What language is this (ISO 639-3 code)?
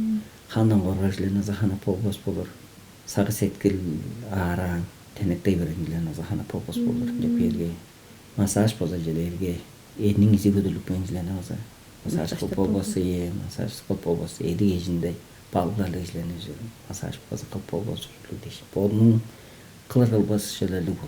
tyv